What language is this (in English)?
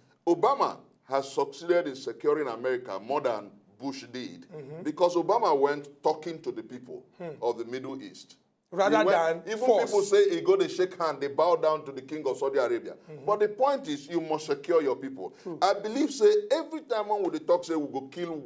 Nigerian Pidgin